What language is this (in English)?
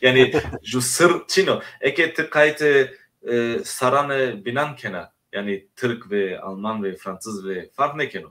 Zaza